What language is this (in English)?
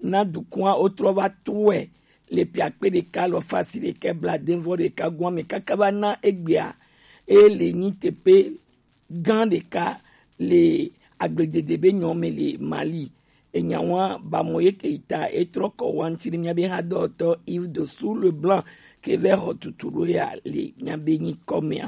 Gen